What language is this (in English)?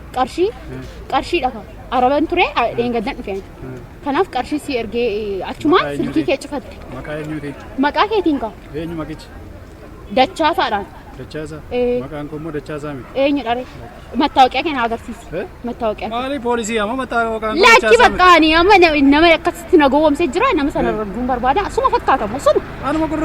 Oromo